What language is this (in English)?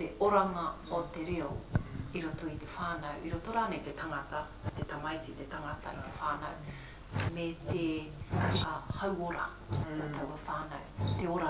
Māori